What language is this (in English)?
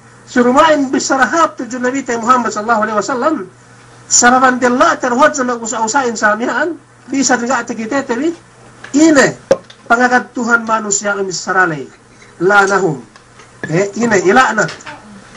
Yakan